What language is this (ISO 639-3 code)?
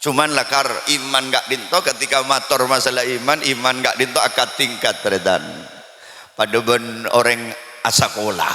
mad